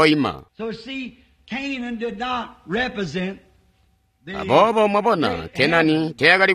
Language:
Tonga (Zambia)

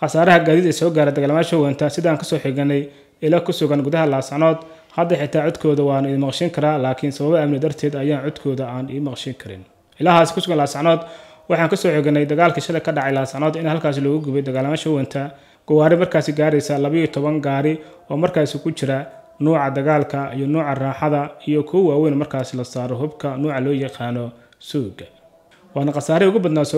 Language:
Somali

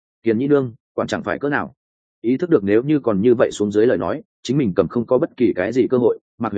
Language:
Vietnamese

